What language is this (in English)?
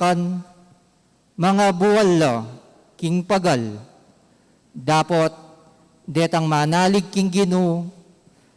Pampanga